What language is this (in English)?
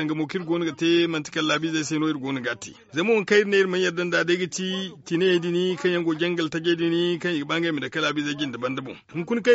Zarma